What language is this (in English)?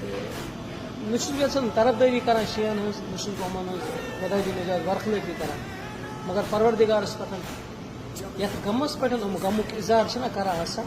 Kashmiri